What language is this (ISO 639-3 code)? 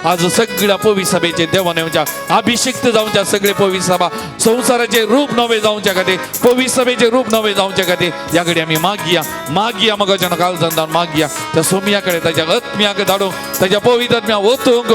kok